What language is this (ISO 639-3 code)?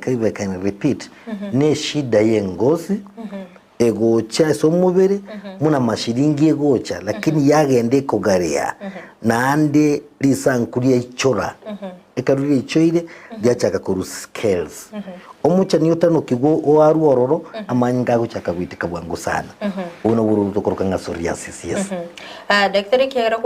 guz